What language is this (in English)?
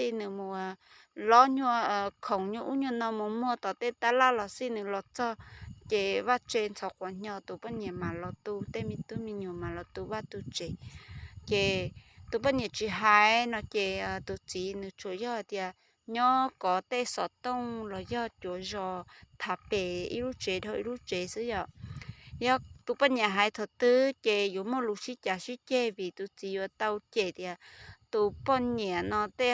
Hmong